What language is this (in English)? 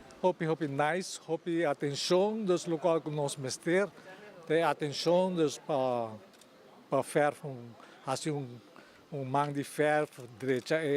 Papiamento